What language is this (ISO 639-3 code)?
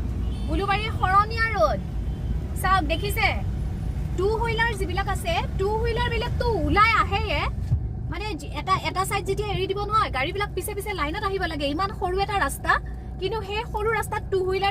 asm